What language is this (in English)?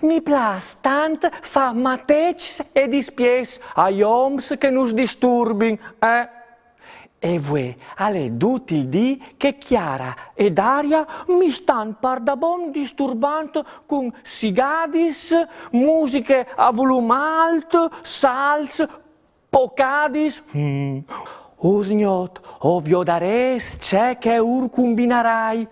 Friulian